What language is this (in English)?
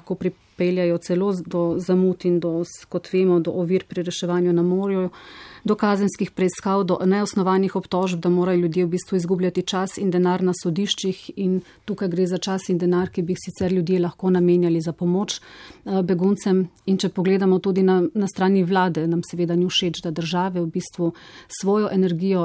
Slovenian